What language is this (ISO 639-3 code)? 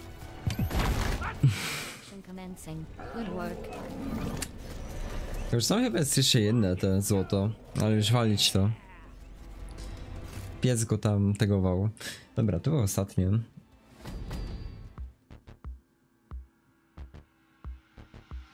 pol